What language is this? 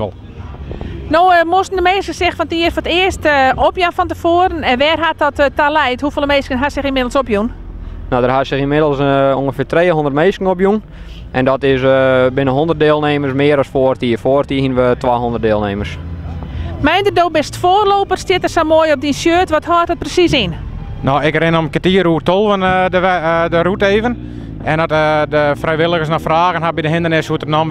Western Frisian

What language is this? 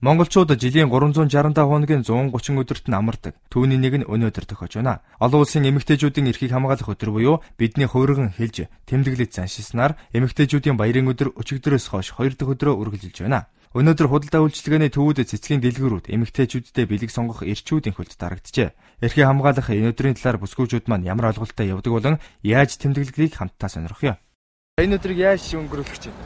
Mongolian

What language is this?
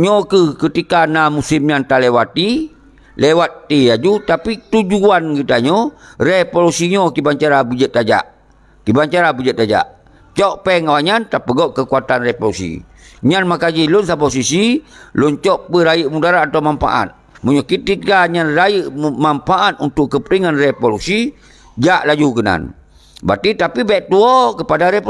Achinese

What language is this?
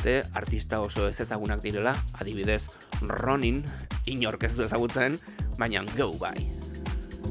Basque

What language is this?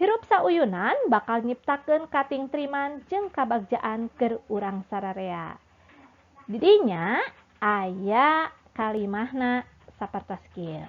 Sundanese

